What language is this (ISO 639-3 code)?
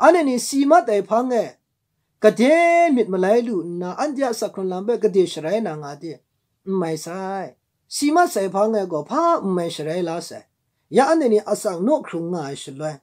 kac